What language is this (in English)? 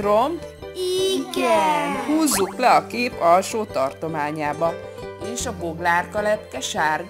Hungarian